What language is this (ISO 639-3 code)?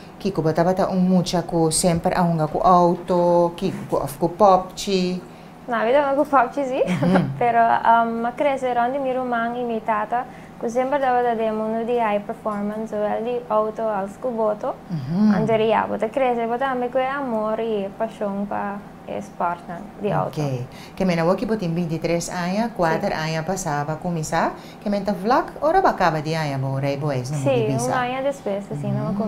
pap